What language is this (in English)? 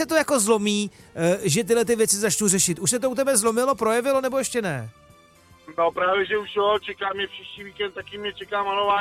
Czech